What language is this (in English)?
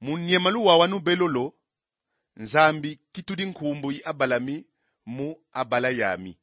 Kongo